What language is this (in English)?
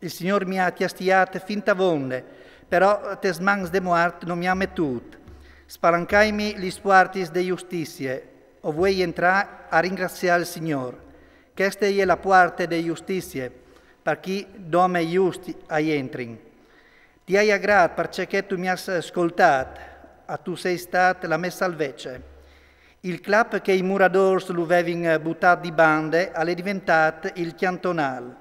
Friulian